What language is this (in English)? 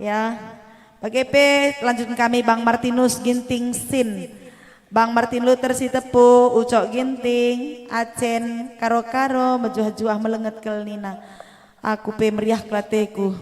Batak Karo